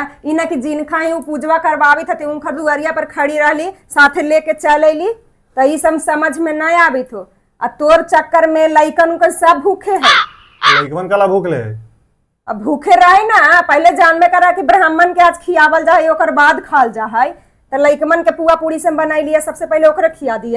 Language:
Magahi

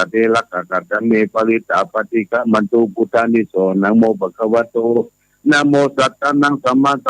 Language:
Pali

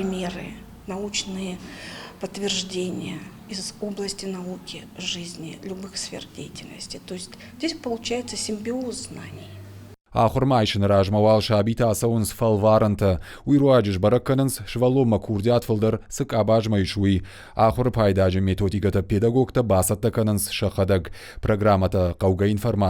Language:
Ossetic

